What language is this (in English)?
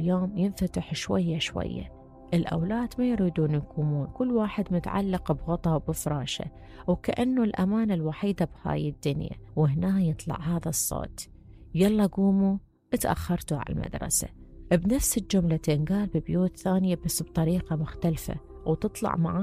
Mesopotamian Arabic